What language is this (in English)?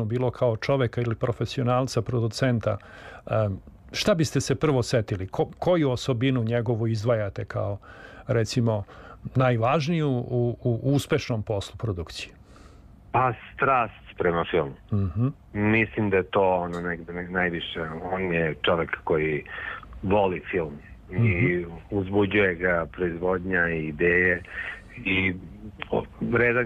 Serbian